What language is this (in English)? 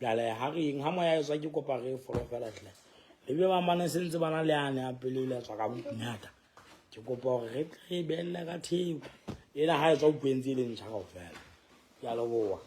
Southern Sotho